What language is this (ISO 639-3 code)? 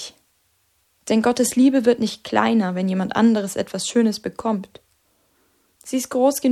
deu